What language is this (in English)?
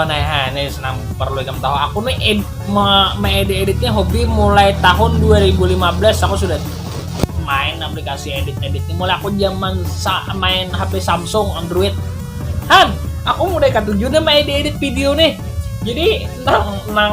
Banjar